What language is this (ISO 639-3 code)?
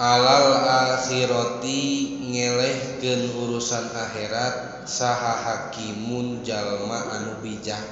sun